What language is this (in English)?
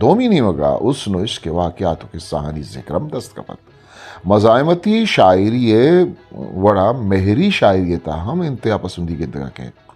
Eastern Balochi